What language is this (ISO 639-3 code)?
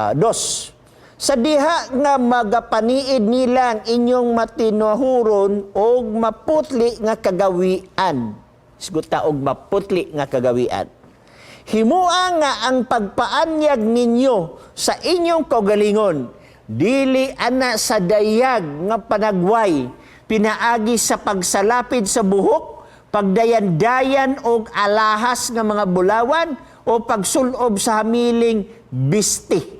ceb